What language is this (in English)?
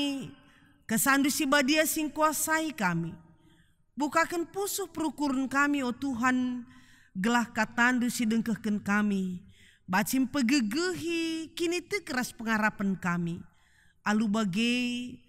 Batak Karo